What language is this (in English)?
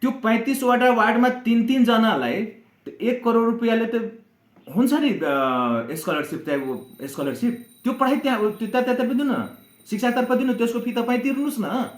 Nepali